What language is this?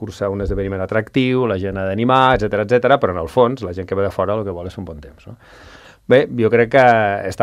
Catalan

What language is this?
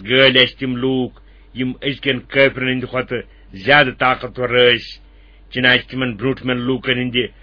Kashmiri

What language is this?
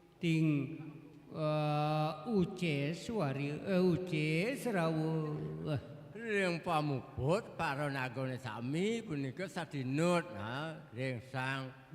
Balinese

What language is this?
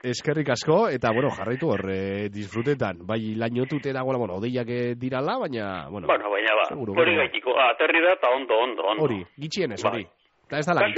Basque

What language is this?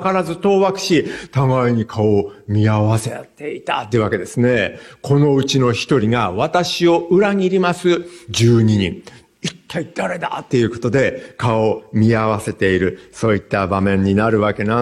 Japanese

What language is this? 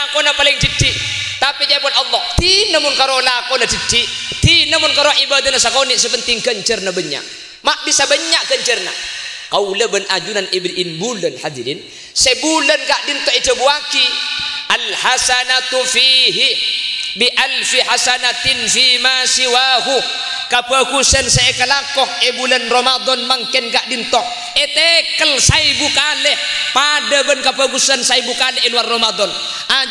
Madurese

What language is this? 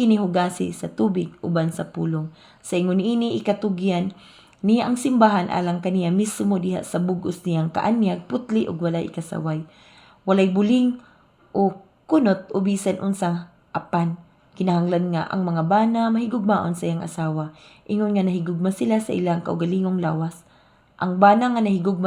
Cebuano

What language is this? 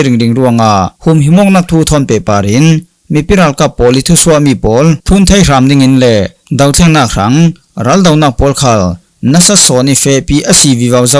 Falam Chin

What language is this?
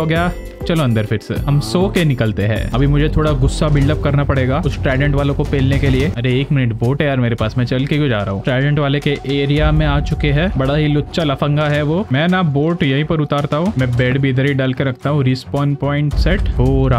Hindi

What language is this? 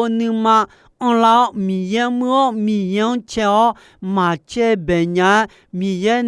Akha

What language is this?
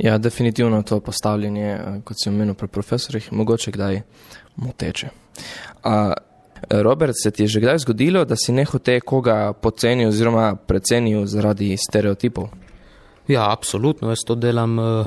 Slovenian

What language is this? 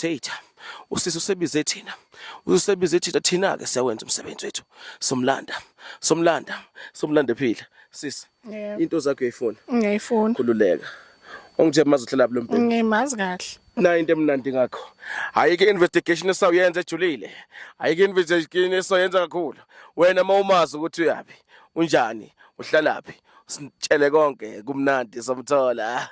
Zulu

